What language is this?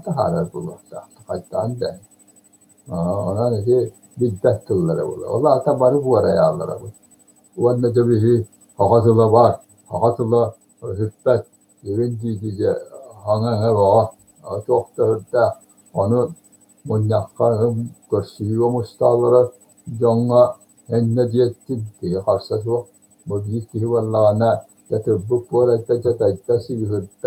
Yakut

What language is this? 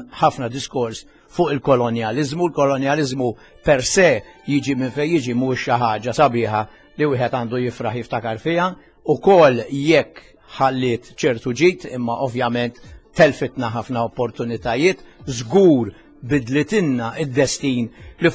Maltese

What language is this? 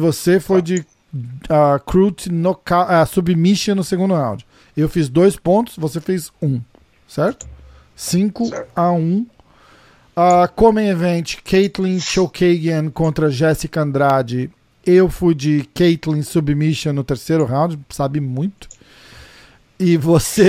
Portuguese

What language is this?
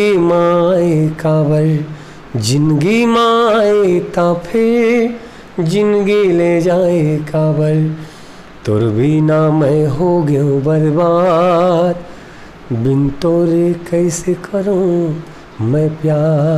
Chhattisgarhi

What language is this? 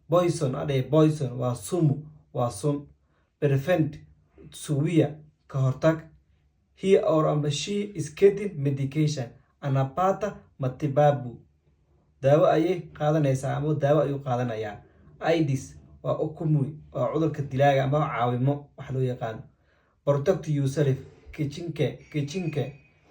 Somali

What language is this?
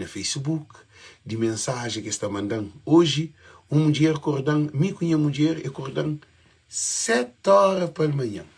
Kabuverdianu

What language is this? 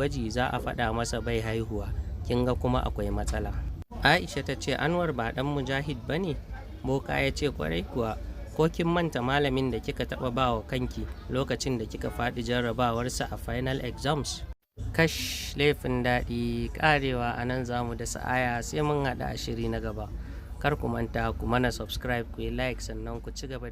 Hausa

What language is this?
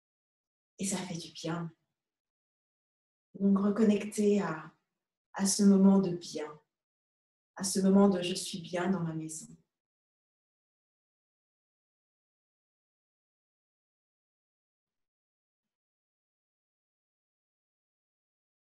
French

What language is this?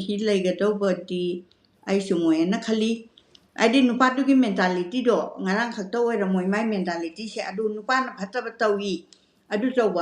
Manipuri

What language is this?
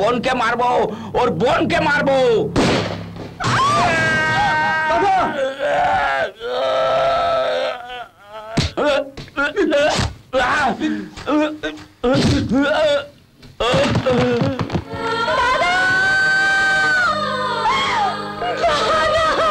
Bangla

